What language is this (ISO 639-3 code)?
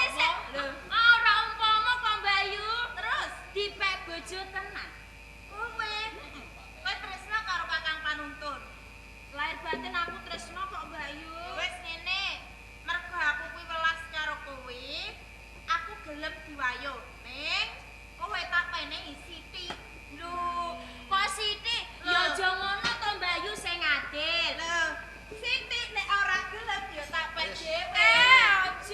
jav